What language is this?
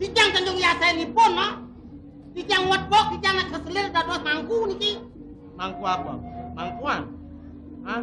Balinese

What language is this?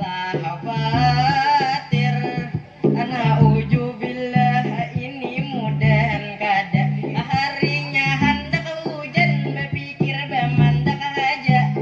Banjar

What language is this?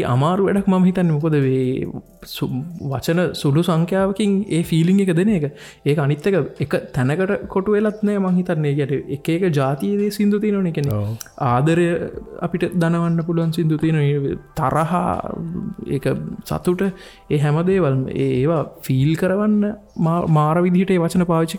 Sinhala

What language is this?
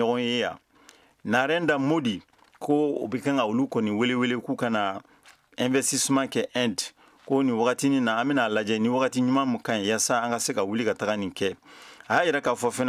Bambara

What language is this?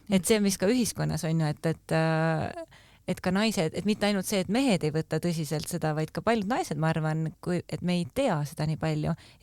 Estonian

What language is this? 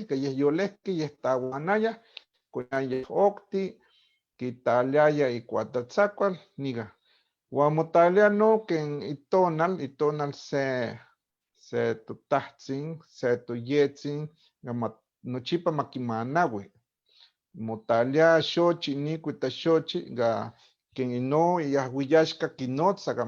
Eastern Huasteca Nahuatl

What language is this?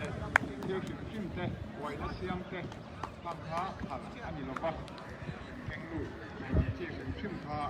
Tedim Chin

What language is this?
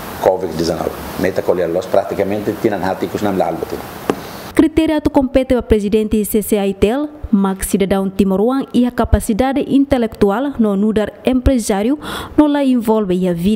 Tetum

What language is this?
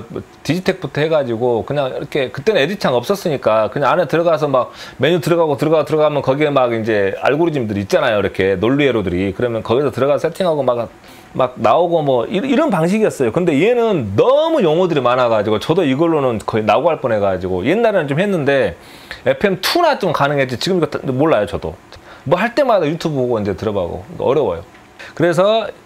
Korean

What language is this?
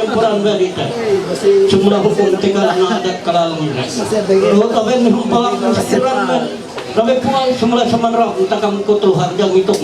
Ma'anyan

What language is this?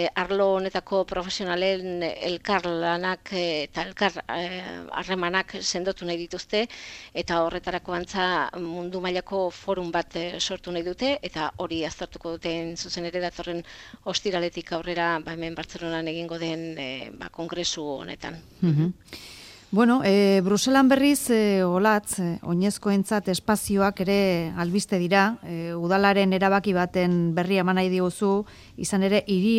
Basque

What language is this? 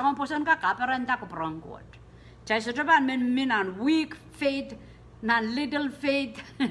Pohnpeian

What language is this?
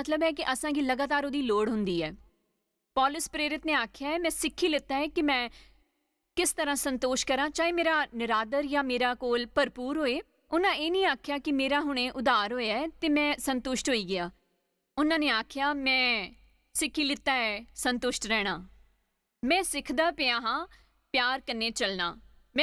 Dogri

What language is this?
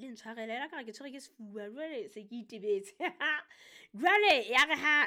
Southern Sotho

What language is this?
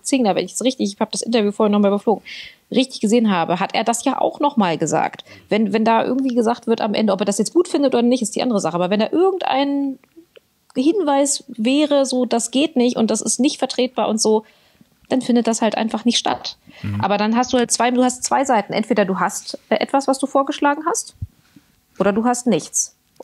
German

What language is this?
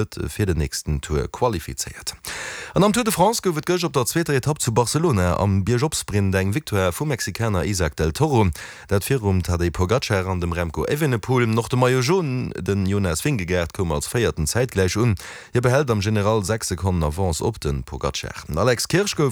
Luxembourgish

